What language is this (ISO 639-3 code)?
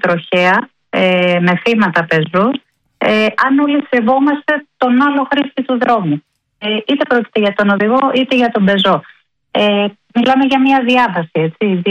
ell